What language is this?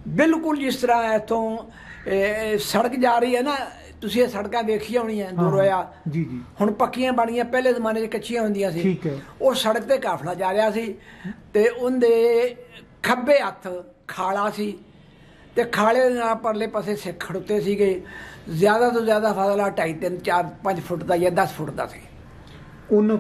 Punjabi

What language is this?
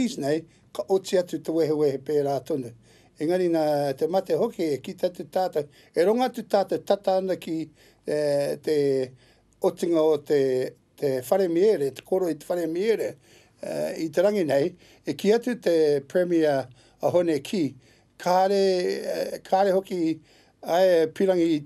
Māori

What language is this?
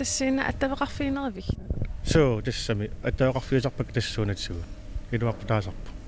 Kalaallisut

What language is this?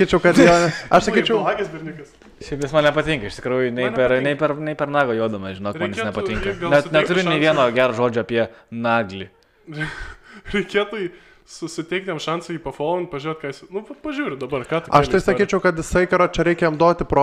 Lithuanian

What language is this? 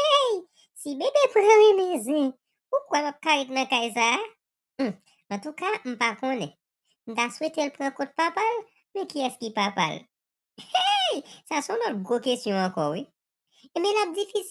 Haitian Creole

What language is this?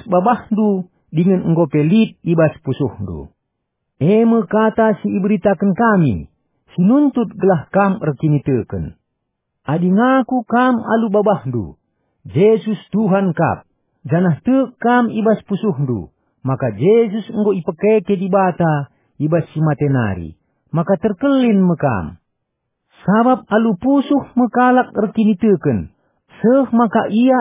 Batak Karo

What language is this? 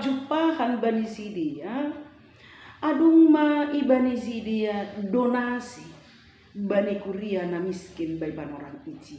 Batak Simalungun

